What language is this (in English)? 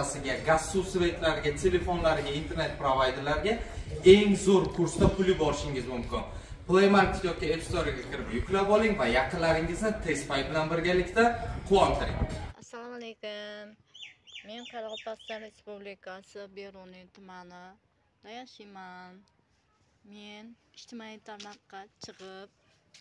Uzbek